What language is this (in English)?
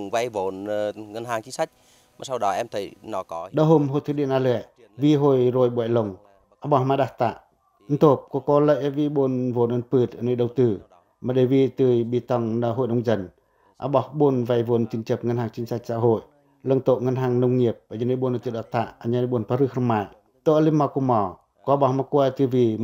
Pacoh